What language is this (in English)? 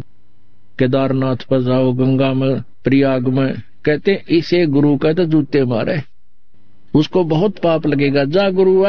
Hindi